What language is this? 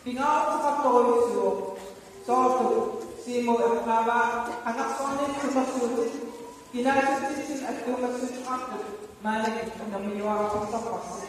Kalaallisut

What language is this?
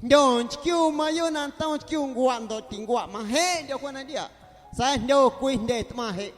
Guerrero Amuzgo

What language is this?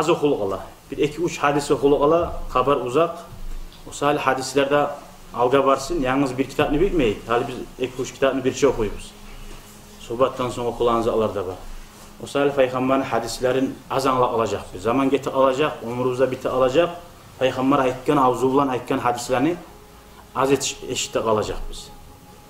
Kumyk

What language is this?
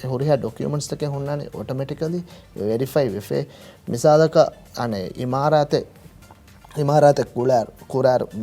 Divehi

